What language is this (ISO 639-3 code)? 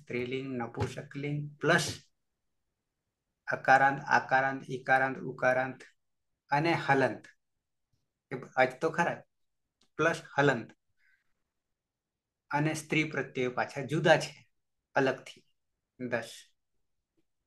guj